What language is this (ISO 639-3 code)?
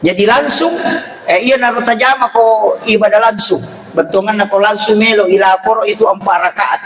bug